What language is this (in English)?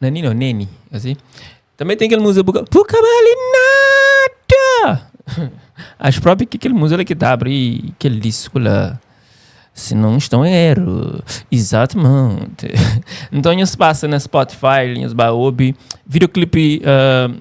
Kabuverdianu